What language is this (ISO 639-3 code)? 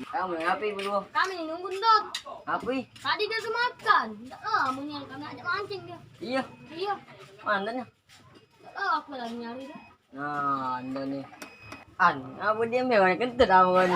mui